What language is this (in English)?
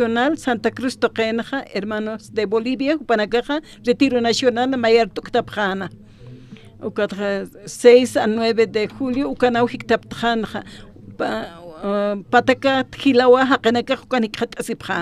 Aymara